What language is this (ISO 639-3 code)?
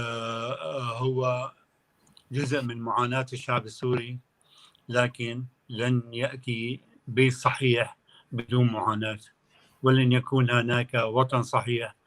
apc